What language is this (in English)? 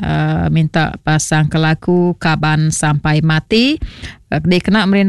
Iban